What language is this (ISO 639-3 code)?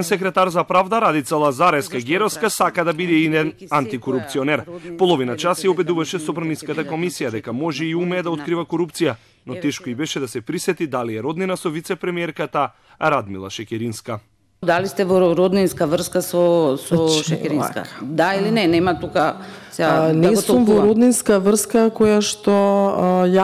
mkd